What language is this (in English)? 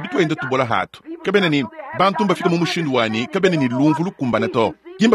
Luba-Lulua